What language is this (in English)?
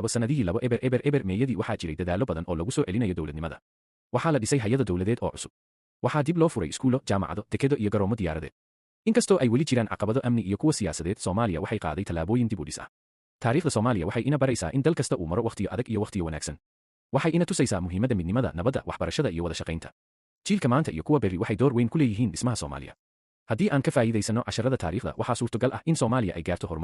Somali